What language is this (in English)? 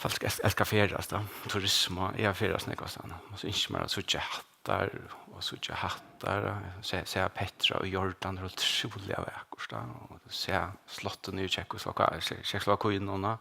Faroese